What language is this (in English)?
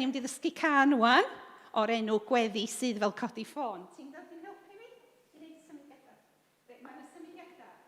Welsh